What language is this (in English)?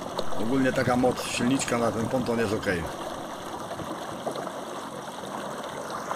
Polish